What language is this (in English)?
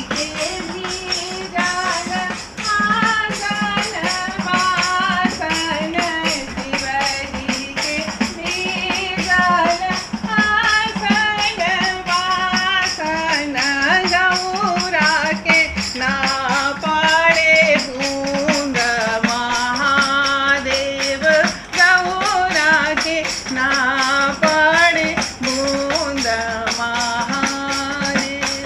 Maithili